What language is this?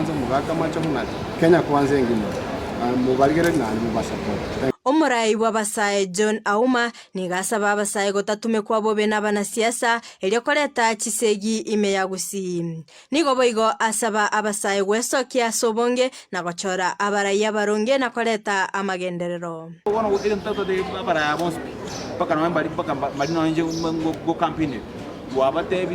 Gusii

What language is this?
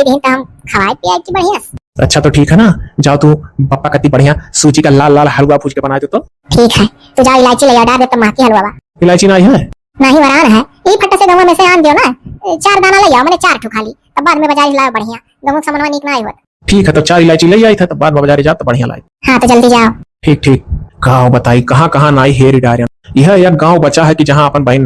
Awadhi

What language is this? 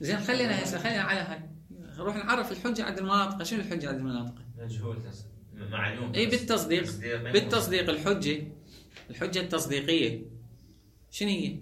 Mesopotamian Arabic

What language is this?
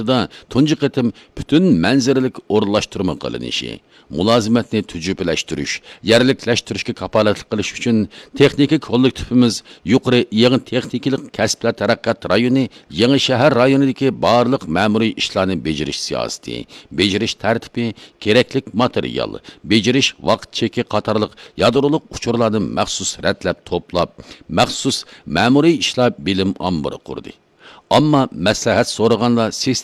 Uyghur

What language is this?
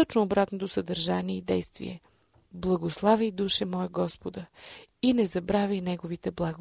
Bulgarian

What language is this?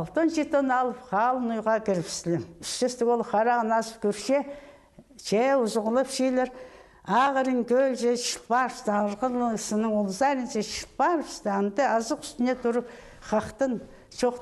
Khakas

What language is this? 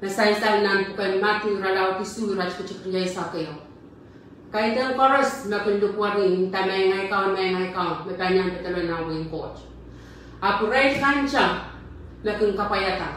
Pohnpeian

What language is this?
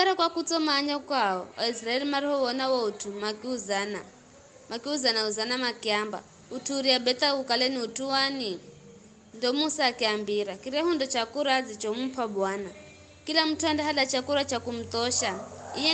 Giryama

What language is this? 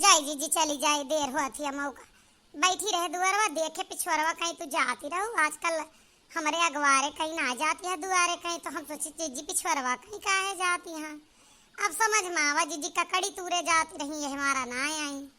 Awadhi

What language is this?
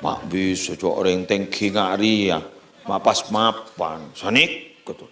Madurese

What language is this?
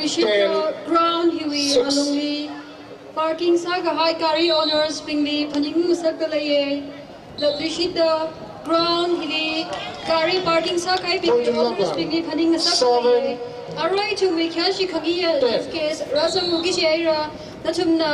Tangkhul Naga (India)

